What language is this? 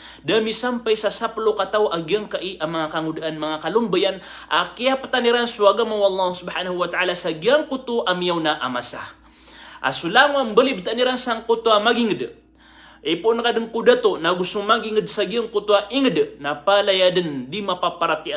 Maranao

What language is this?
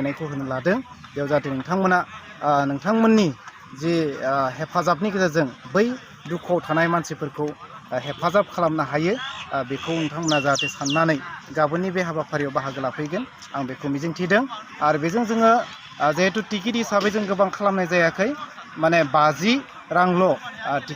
Bodo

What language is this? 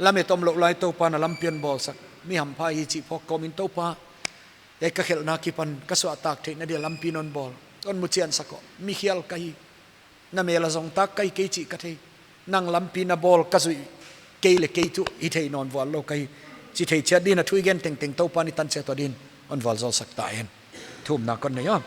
Paite Chin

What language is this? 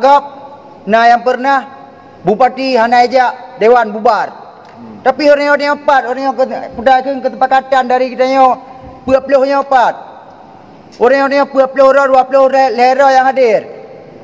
Achinese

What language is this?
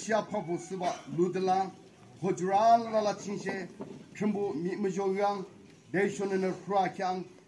Naga Pidgin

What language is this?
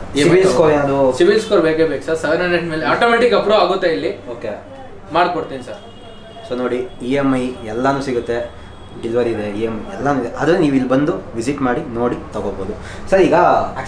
Kannada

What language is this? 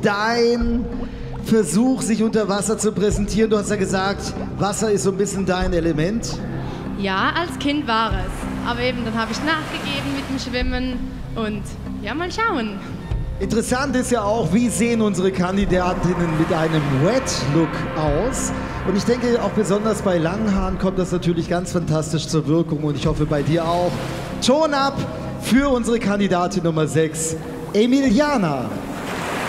German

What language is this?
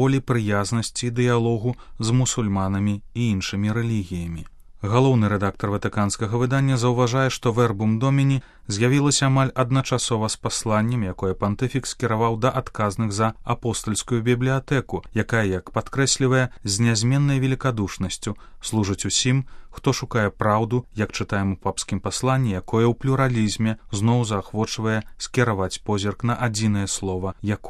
Belarusian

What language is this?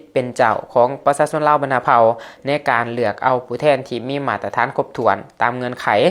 Lao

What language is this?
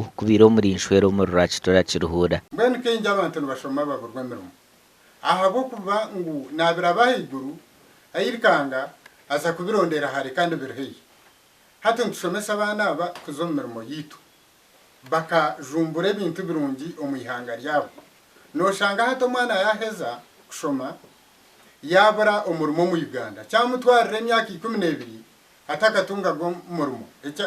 Nyankole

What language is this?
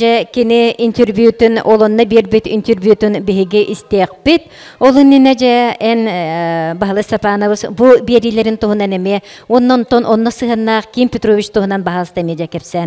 Yakut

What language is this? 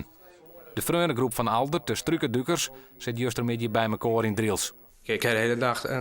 Western Frisian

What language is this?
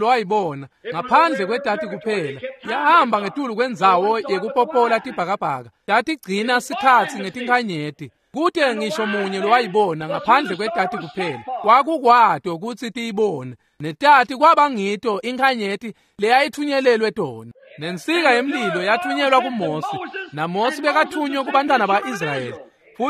Swati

